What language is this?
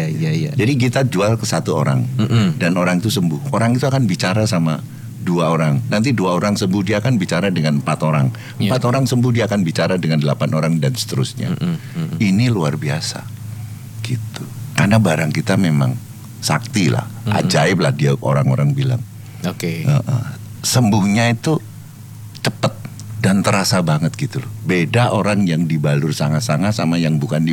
Indonesian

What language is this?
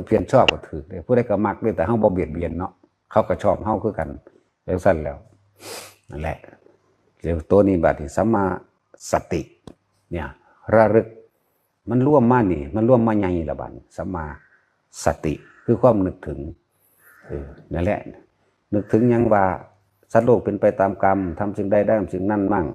Northeastern Thai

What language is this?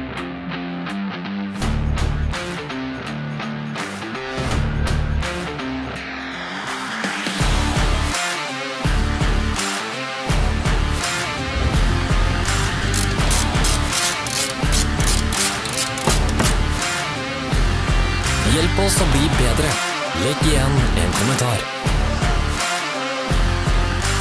Norwegian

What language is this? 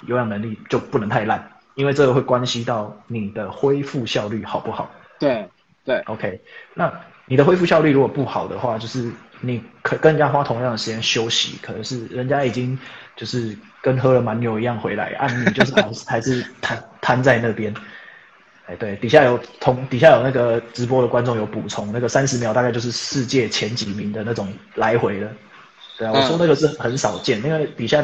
Chinese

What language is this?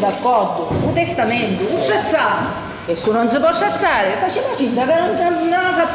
Sicilian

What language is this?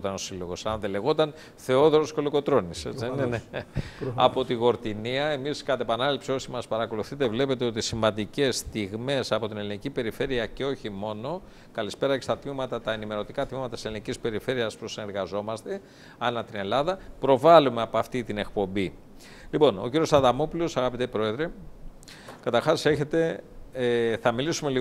Greek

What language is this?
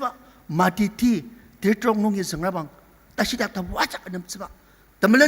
Ao Naga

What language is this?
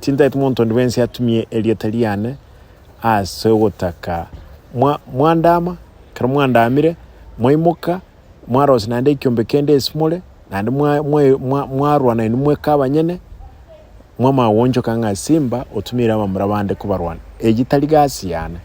Gusii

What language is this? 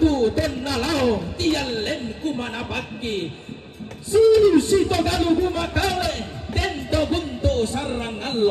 Toraja-Sa'dan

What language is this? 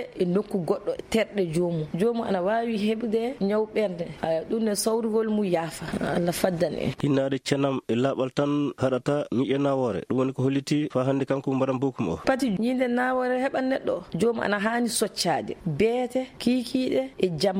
Fula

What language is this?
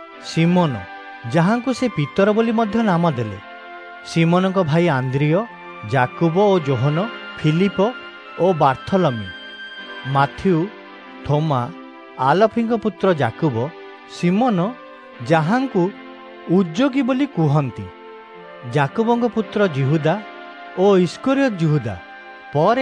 Odia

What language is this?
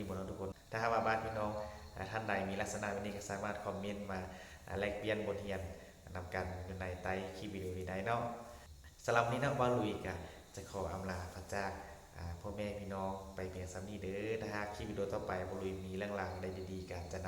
Lao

